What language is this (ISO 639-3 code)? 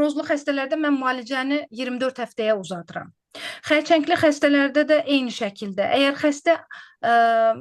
aze